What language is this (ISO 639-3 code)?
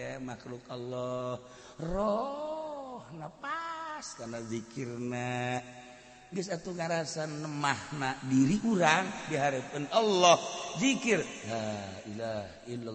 sun